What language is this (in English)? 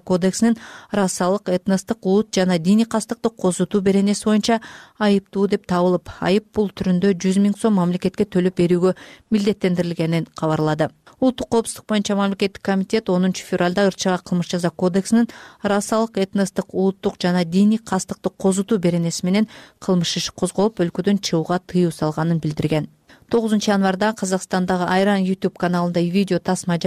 Kyrgyz